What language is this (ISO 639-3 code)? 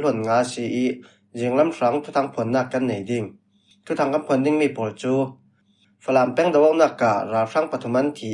cfm